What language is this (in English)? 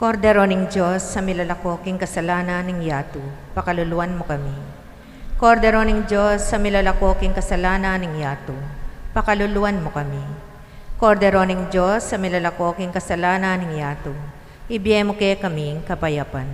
Pampanga